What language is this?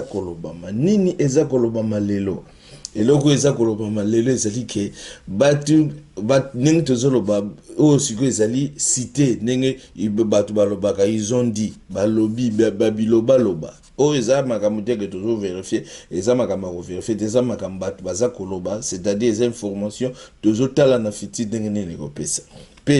Lingala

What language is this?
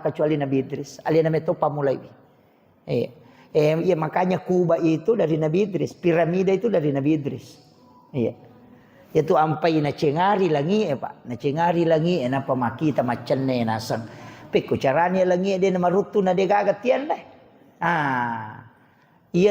Buginese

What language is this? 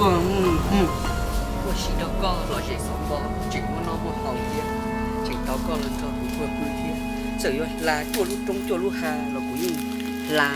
Hmong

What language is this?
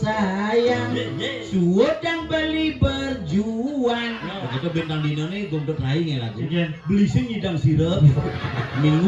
Balinese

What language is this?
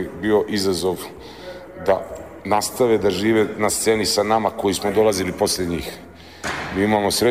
Serbian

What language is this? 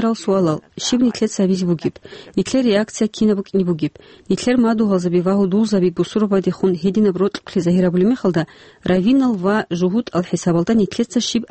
Avaric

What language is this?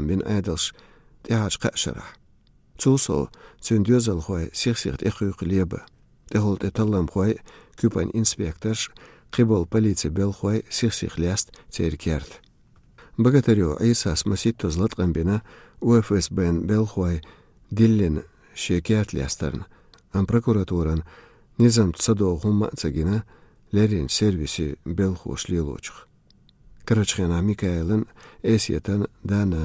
Chechen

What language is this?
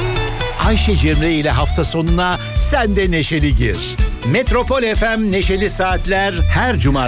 Turkish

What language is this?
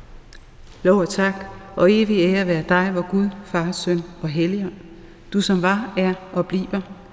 Danish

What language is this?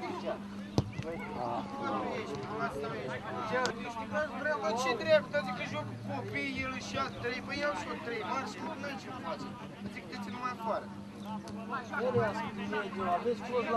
Romanian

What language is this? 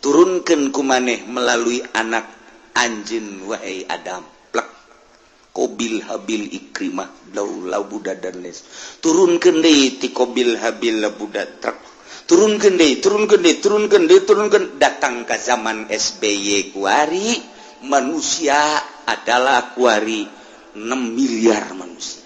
Sundanese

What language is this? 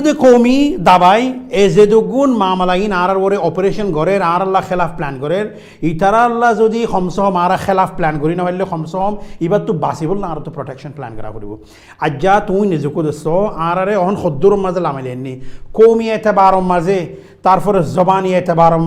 Rohingya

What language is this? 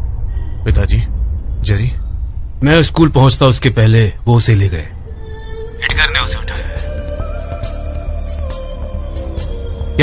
Hindi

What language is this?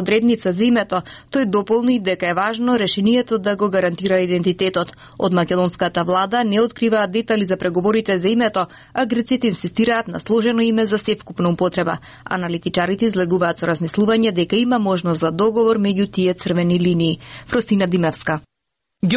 Macedonian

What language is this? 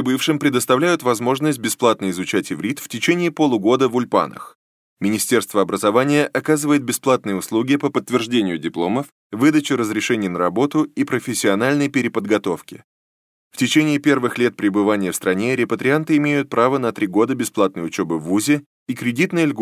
Russian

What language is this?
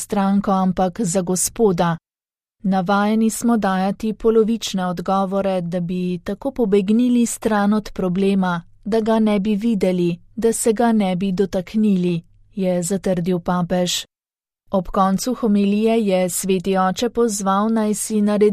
Slovenian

